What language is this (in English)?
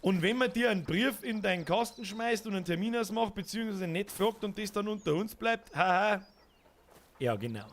Bavarian